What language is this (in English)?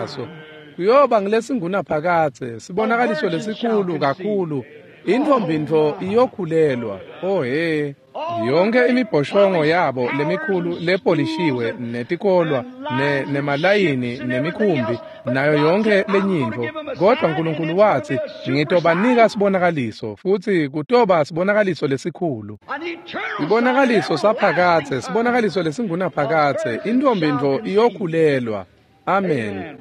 Swati